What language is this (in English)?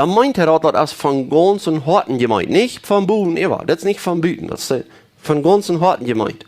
Plautdietsch